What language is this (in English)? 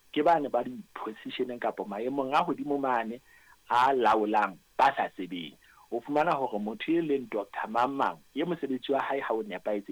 Southern Sotho